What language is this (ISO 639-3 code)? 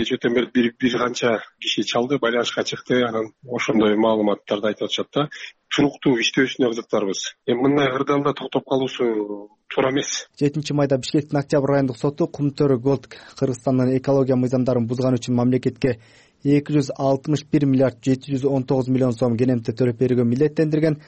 kir